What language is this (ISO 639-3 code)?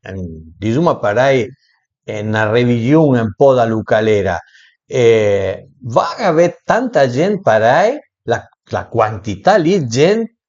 pms